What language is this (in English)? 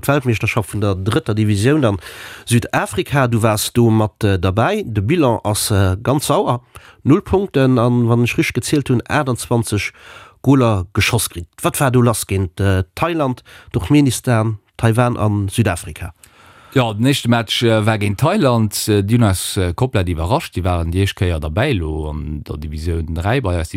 Luxembourgish